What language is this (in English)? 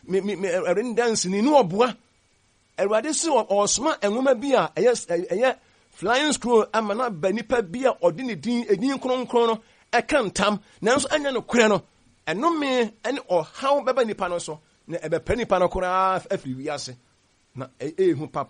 Akan